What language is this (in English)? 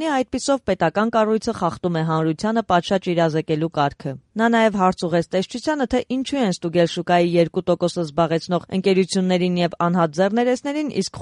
Armenian